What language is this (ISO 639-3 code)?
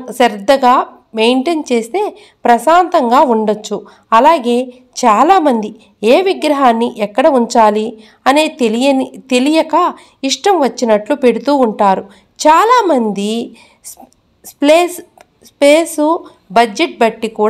tel